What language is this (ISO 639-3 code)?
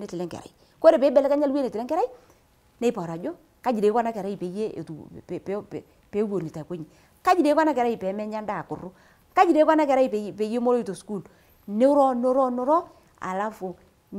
mas